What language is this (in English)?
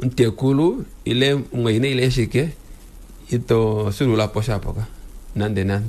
Kuanyama